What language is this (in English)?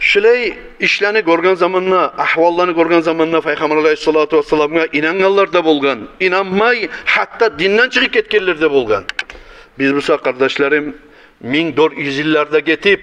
Kumyk